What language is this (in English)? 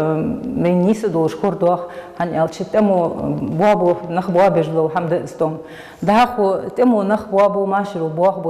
Ingush